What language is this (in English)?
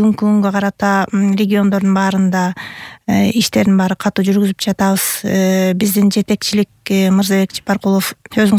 Kyrgyz